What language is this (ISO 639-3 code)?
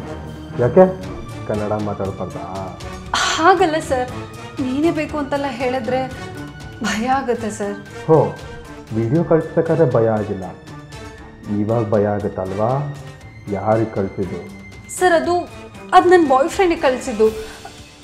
kan